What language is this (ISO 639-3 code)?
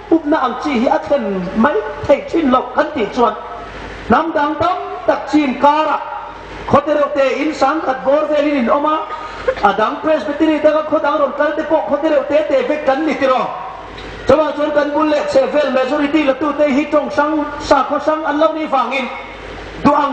hmr